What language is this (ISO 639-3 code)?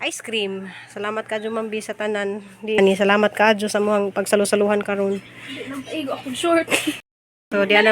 ceb